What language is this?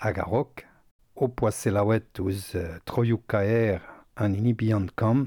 Breton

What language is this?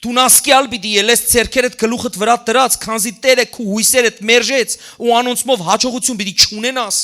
Western Armenian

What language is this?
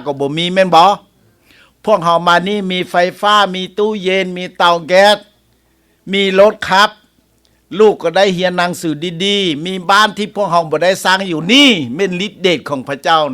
Lao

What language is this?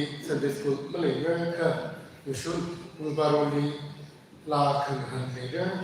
Tangkhul Naga (India)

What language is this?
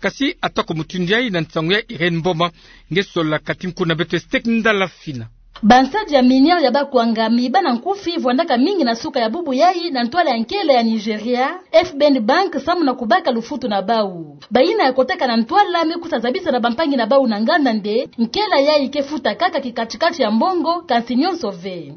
Kituba (Democratic Republic of Congo)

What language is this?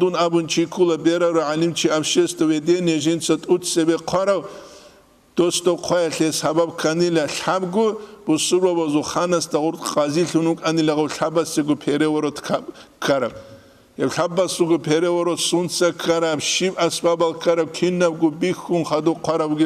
Avaric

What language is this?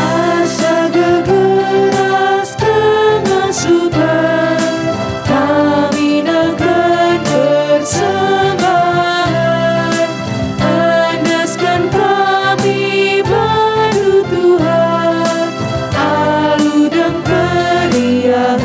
Batak Karo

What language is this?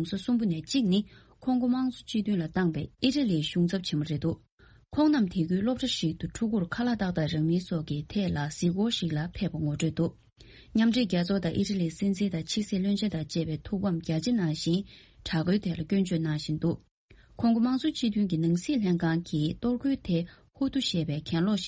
Tibetan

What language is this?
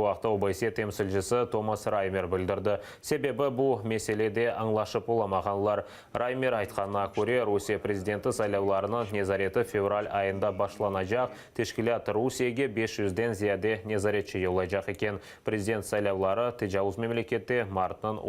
Crimean Tatar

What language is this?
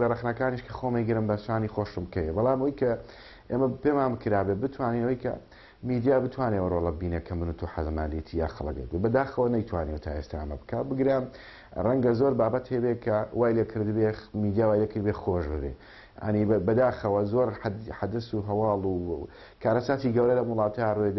Central Kurdish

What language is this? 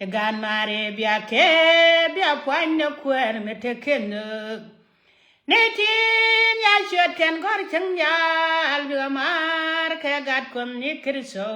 Nuer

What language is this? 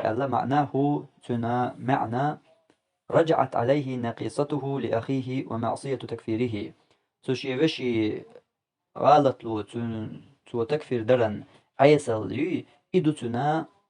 Chechen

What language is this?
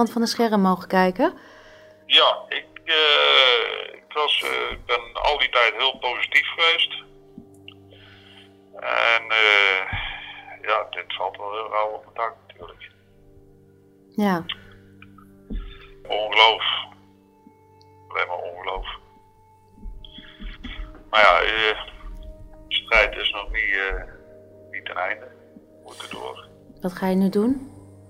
Dutch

